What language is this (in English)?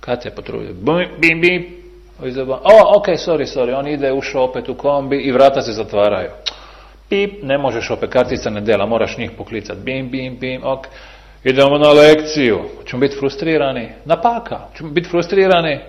Bosnian